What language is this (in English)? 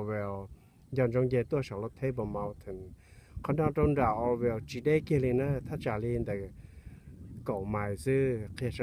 Hmong